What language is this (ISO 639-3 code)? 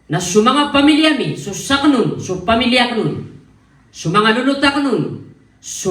mrw